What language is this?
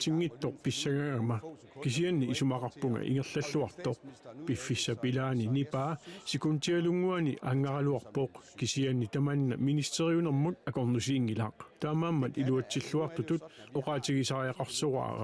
Kalaallisut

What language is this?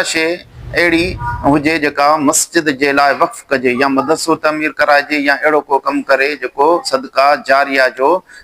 Sindhi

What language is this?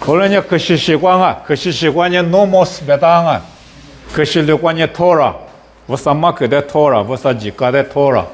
Lisu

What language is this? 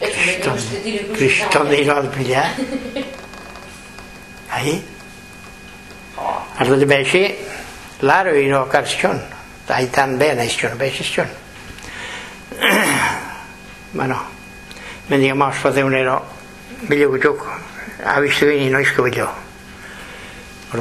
Basque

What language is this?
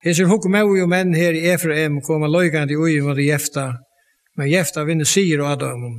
Faroese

